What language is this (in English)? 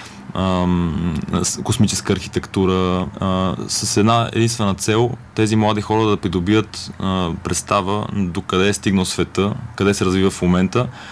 Bulgarian